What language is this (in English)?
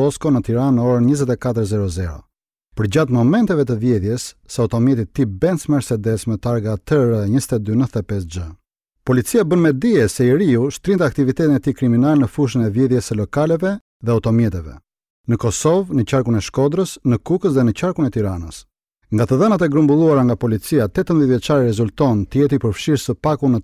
Albanian